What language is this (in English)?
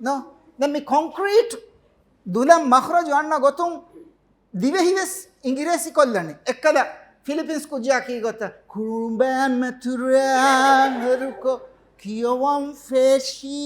Divehi